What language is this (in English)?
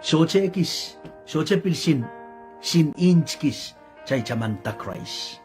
Pohnpeian